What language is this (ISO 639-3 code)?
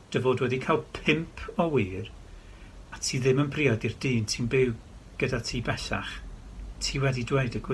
cym